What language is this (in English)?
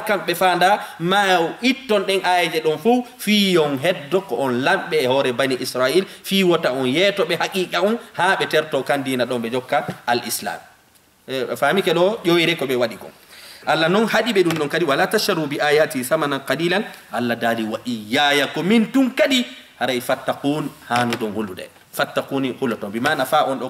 Fula